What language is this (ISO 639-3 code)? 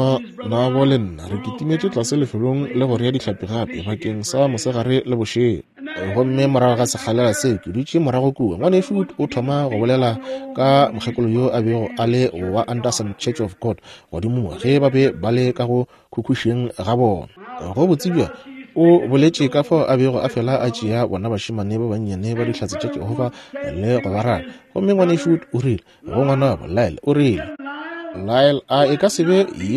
nso